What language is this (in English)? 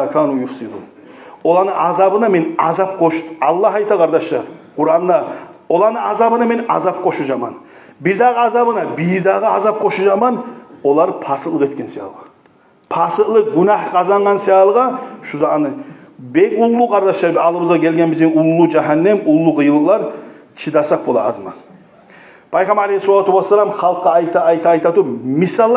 Kumyk